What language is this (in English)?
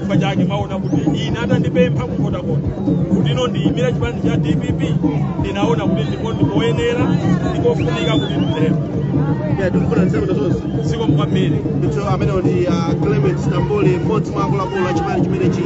Nyanja